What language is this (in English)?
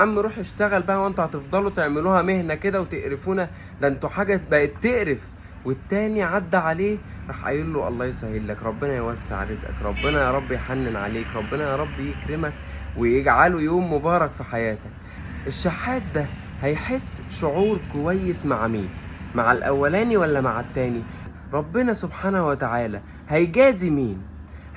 Egyptian Arabic